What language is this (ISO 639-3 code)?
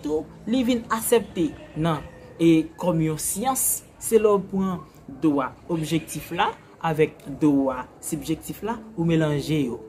hat